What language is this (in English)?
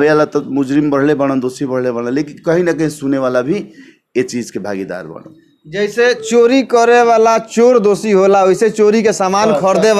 Bhojpuri